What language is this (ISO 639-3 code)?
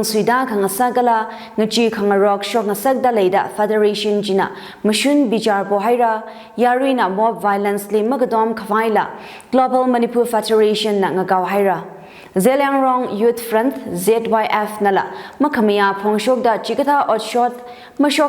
nmf